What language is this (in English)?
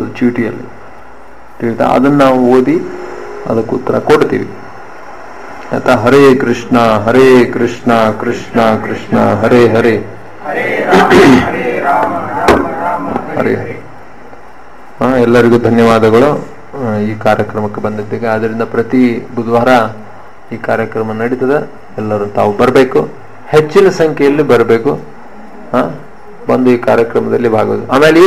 Kannada